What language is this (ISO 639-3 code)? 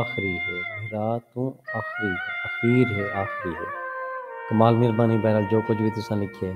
skr